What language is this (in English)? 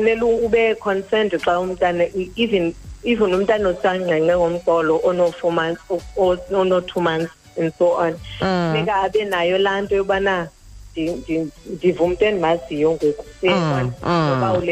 Xhosa